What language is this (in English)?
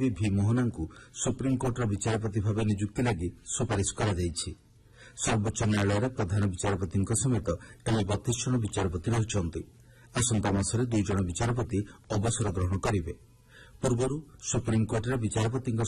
Odia